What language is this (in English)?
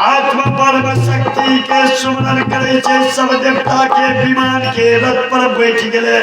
Maithili